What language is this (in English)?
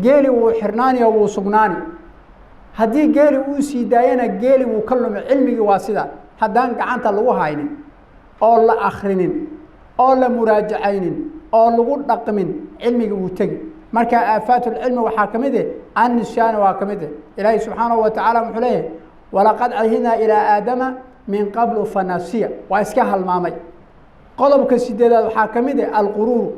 Somali